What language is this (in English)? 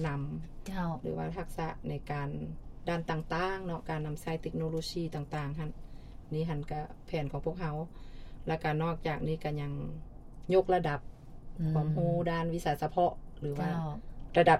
Lao